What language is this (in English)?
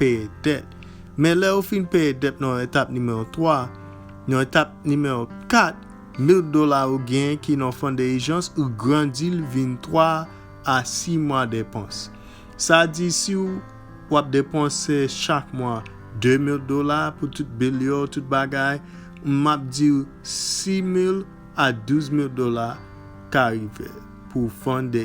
Haitian Creole